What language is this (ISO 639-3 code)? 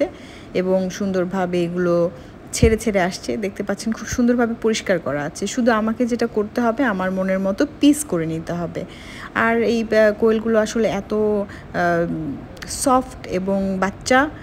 ben